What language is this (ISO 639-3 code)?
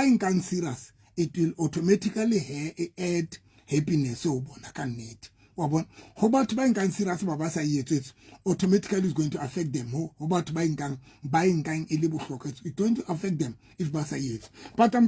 sot